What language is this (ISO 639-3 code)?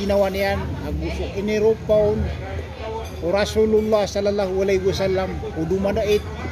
mrw